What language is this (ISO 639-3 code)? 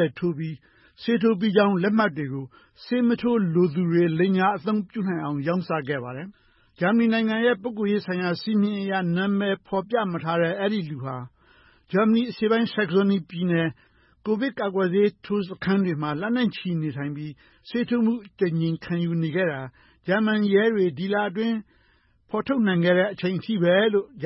mya